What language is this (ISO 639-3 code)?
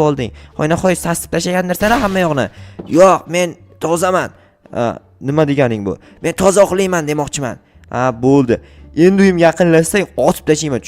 uzb